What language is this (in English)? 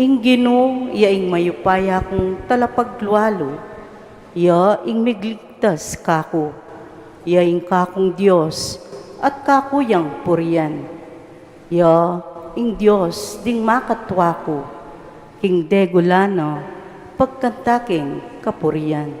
Pampanga